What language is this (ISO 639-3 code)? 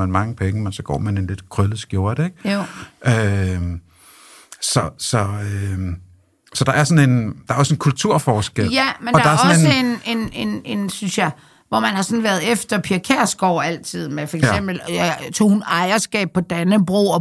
dan